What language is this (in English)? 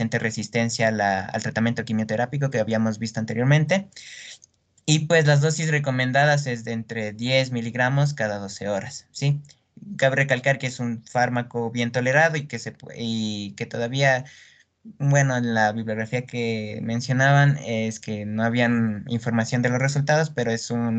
Spanish